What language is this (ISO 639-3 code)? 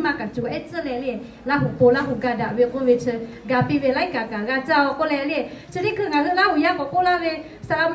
lhu